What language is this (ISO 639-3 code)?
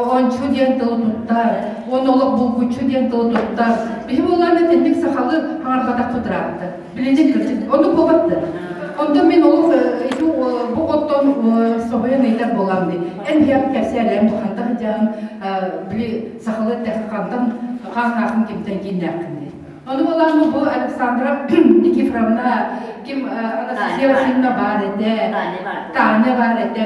sah